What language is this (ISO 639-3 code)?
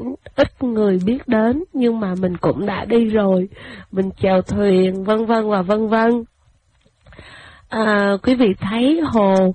vie